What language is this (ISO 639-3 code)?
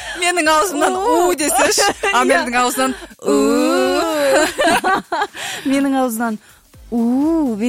kaz